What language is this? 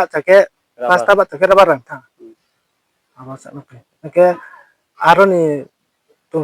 Riang (India)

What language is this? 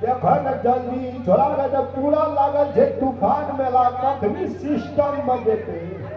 Maithili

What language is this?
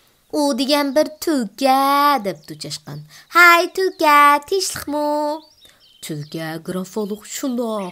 Uyghur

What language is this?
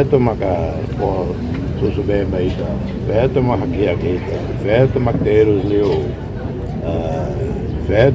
Tetum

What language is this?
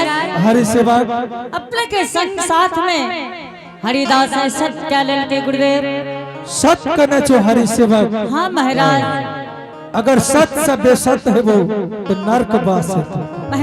Angika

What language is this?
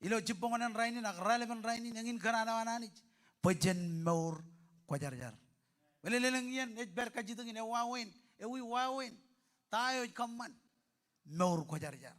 Marshallese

